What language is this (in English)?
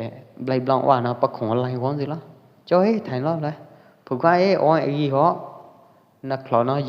Pwo Eastern Karen